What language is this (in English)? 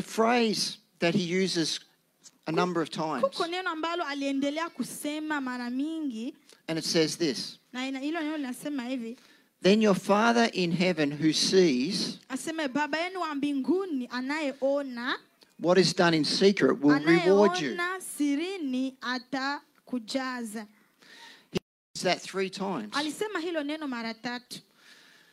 Swahili